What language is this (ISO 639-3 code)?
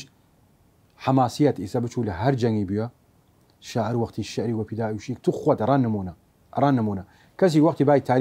sdh